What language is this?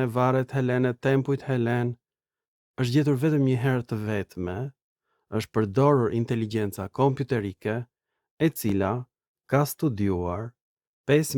Albanian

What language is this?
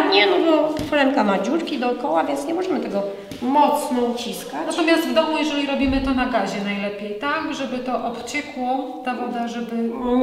Polish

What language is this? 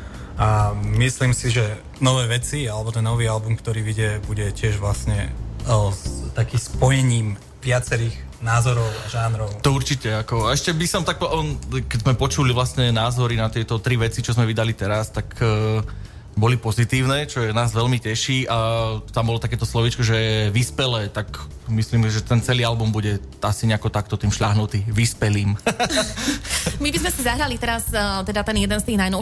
Slovak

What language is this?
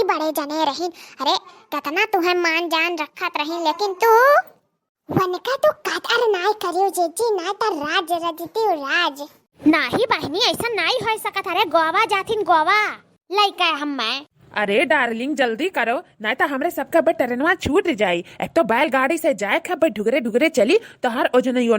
Awadhi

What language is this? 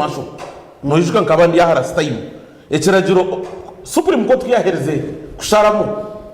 Nyankole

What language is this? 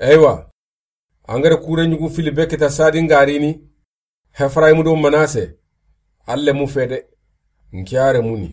Soninke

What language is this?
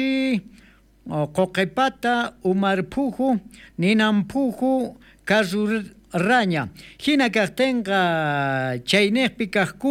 South Bolivian Quechua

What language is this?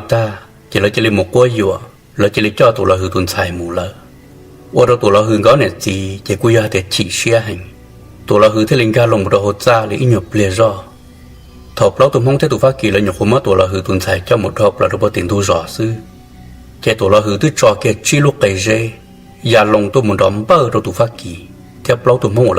Hmong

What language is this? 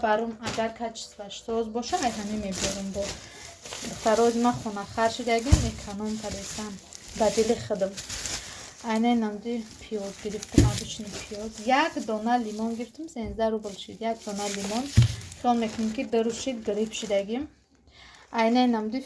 Tajik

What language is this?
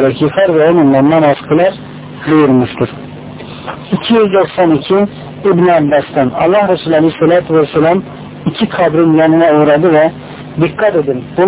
Turkish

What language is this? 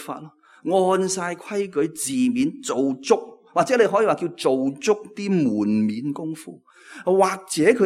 Cantonese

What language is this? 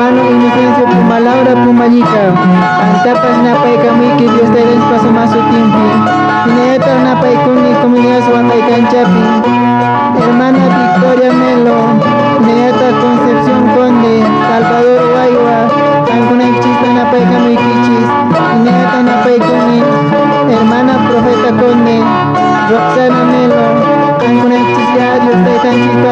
Quechua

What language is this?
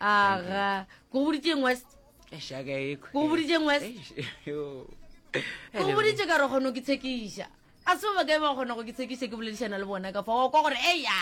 Northern Sotho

